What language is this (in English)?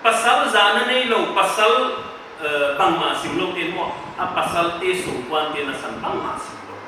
Paite Chin